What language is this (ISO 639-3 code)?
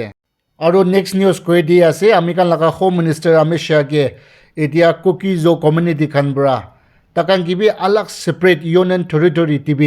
nag